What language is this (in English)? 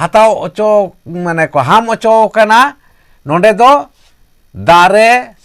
Santali